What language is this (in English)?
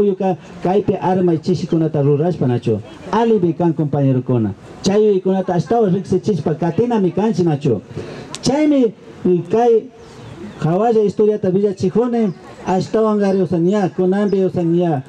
Imbabura Highland Quichua